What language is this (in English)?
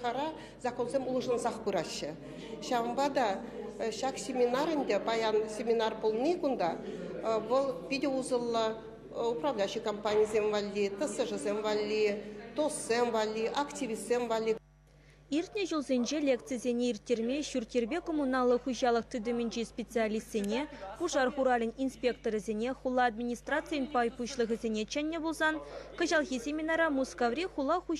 Chuvash